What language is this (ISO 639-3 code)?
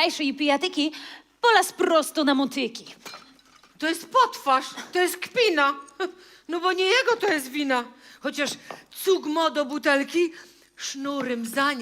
szl